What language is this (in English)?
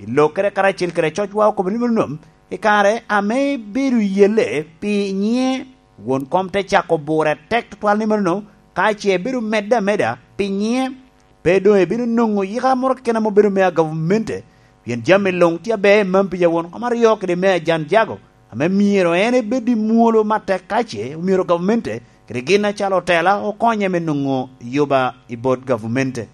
Lango (Uganda)